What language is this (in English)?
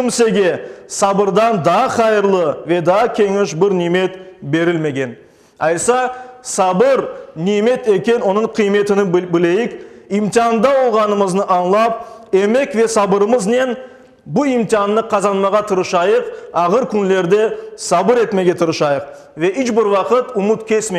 Crimean Tatar